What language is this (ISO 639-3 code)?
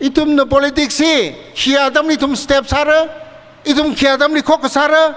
nmf